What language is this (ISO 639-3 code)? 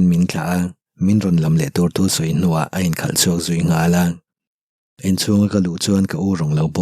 lus